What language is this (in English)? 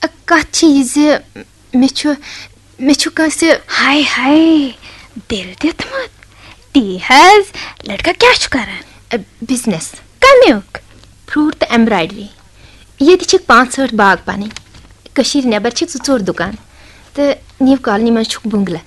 Kashmiri